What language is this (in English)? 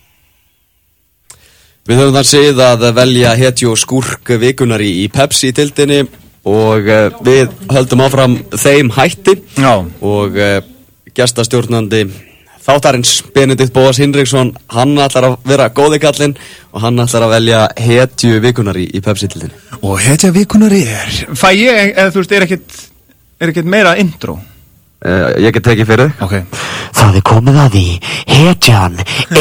Icelandic